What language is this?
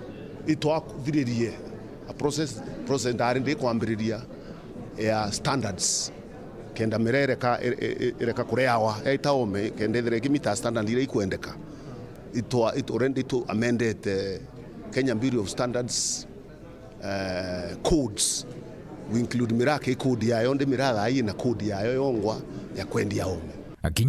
Meru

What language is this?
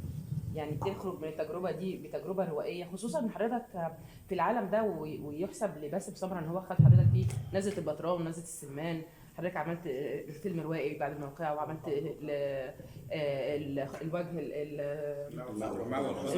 Egyptian Arabic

